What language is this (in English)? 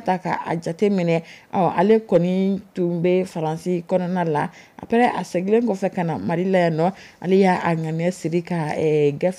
Dyula